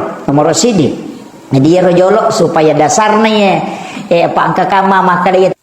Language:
Buginese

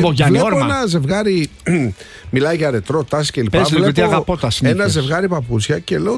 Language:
Greek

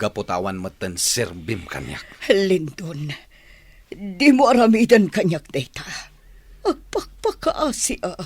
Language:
Iloko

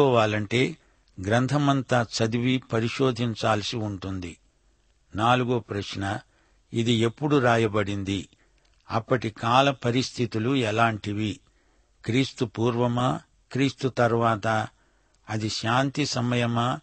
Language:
Telugu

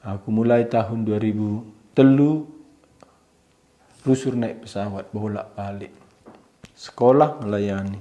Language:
Batak Karo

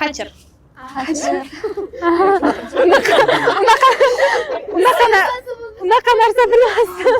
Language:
Uzbek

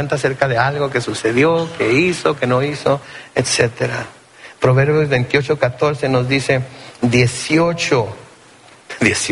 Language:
Spanish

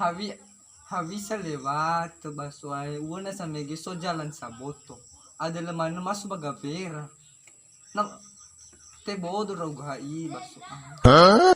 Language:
Nias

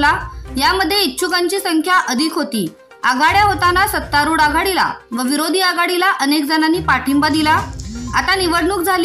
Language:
Marathi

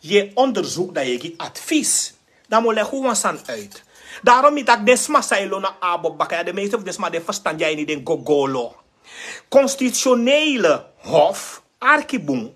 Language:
Sranan Tongo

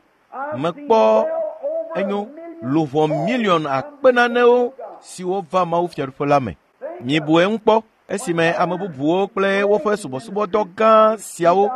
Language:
Ewe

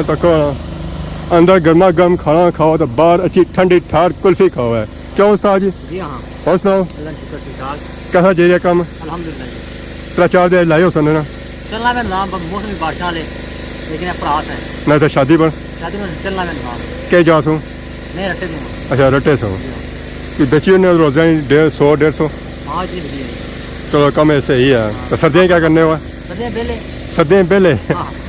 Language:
Pahari-Potwari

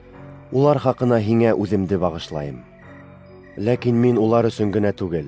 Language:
Bashkir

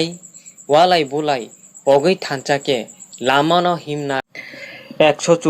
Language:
Kok Borok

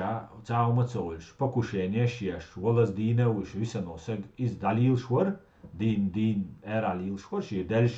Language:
Chechen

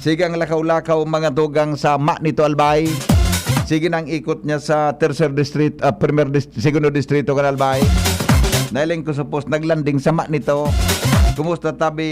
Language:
Bikol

